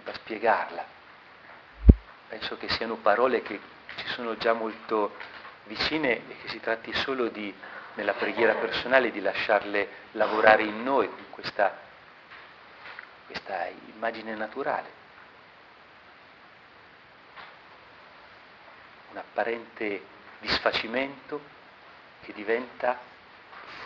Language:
Italian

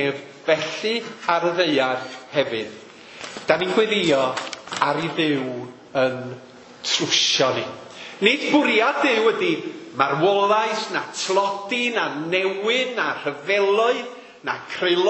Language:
Welsh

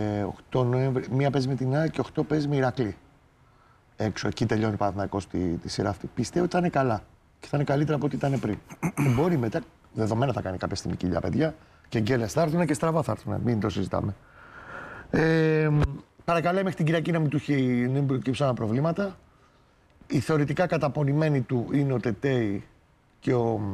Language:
Greek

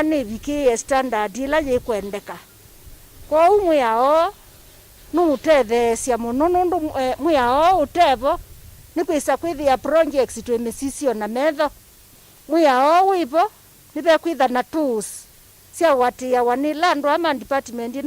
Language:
Kamba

